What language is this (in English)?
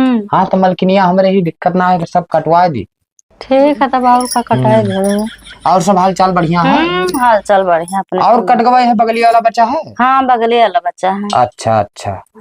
Awadhi